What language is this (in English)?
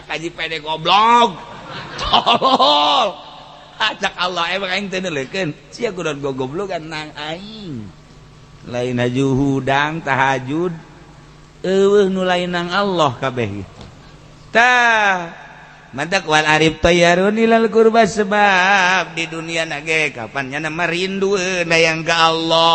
Sundanese